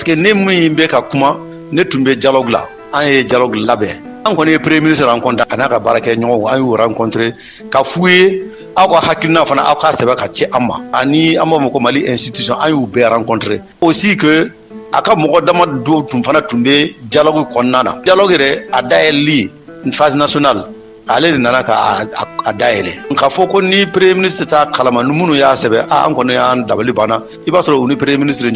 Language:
Bambara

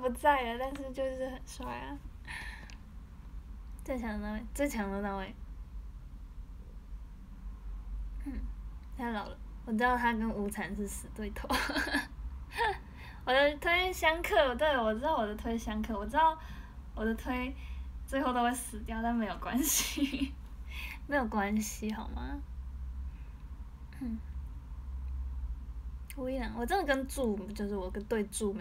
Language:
Chinese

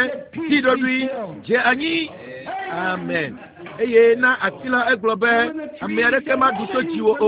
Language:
Ewe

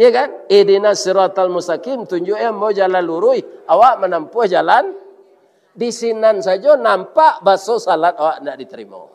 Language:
Minangkabau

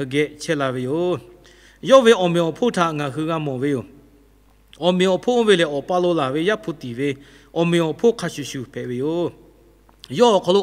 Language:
Lahu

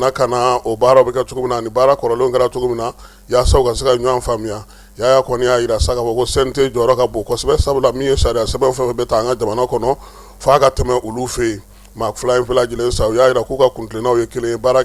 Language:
Bambara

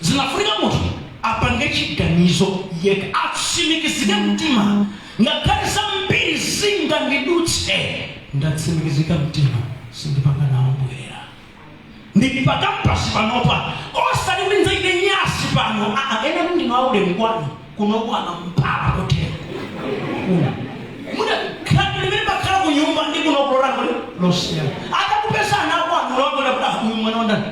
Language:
Nyanja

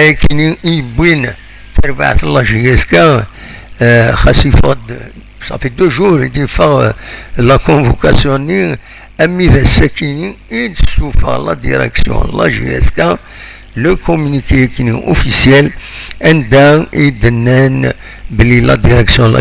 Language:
Kabyle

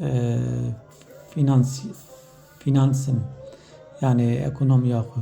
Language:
Kurdish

